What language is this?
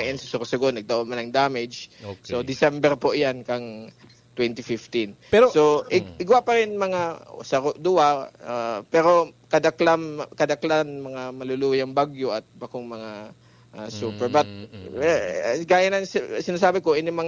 Bikol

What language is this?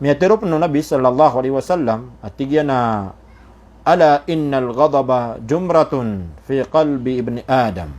Maranao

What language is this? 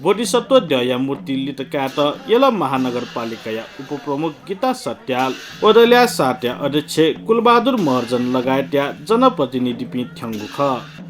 Newari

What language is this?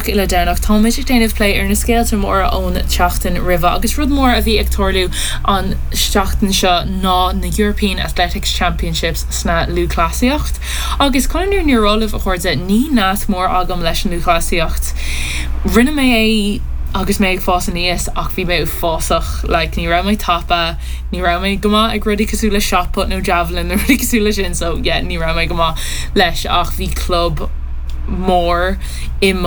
Irish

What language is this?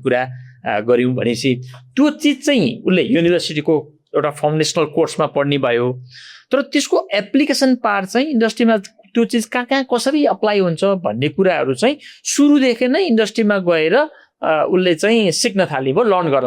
Nepali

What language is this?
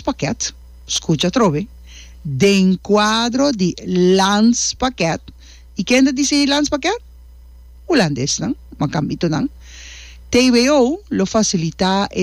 Papiamento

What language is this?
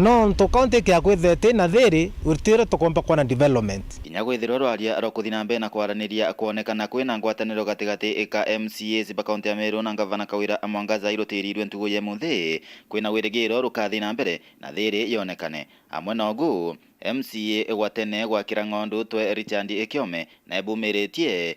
Meru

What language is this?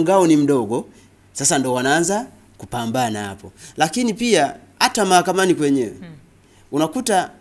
Swahili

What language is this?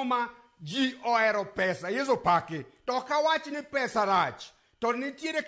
Luo (Kenya and Tanzania)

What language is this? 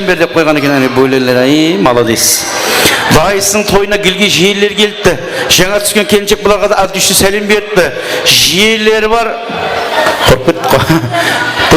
Kara-Kalpak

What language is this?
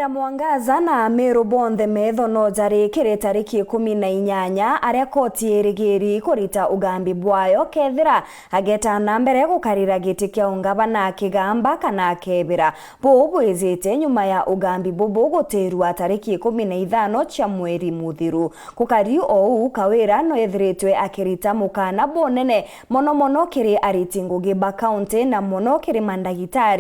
Meru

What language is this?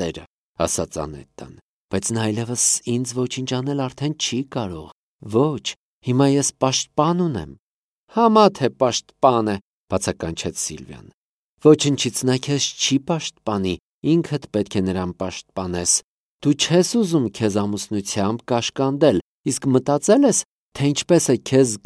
Armenian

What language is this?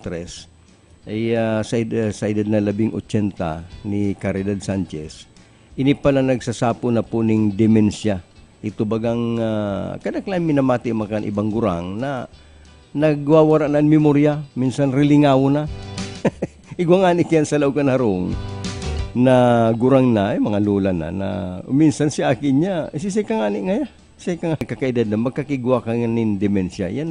Bikol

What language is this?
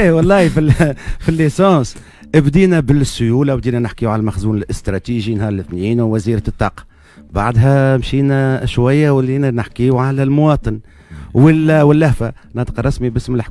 Tunisian Arabic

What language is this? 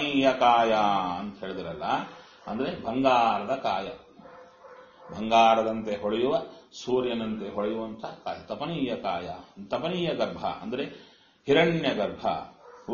Kannada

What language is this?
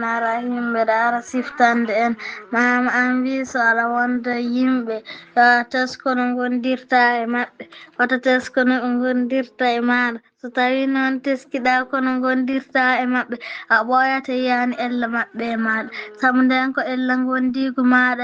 Fula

